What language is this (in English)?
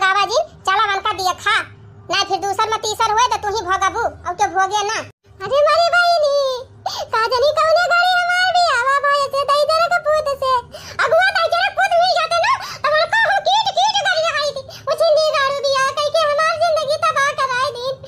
Awadhi